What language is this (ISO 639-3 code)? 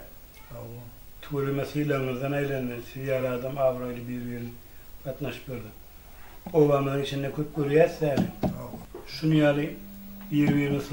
tuk